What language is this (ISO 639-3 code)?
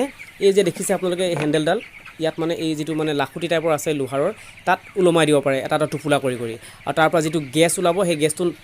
asm